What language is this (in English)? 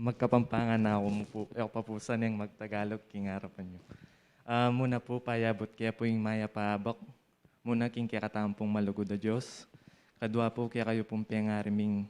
Pampanga